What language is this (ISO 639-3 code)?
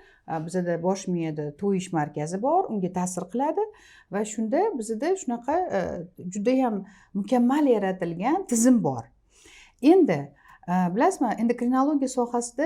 uzb